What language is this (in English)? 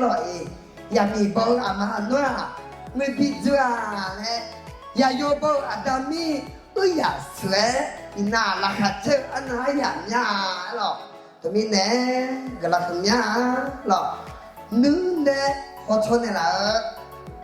Akha